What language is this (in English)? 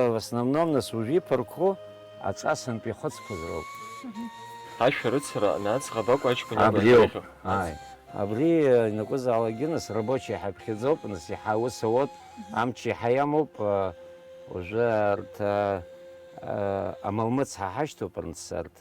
Abkhazian